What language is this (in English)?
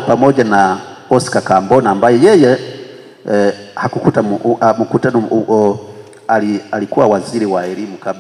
Swahili